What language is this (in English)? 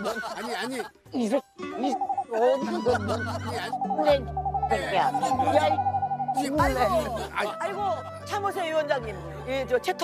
Korean